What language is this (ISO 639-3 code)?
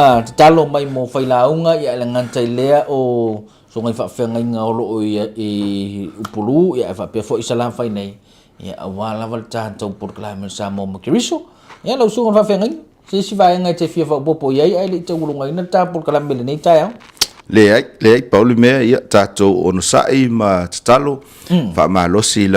smo